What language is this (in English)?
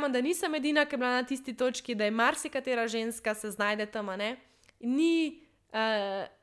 Slovenian